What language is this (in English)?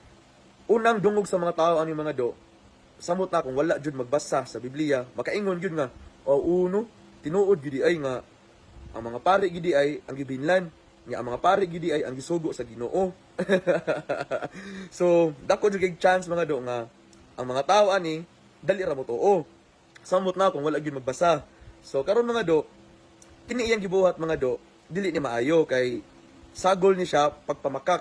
Cebuano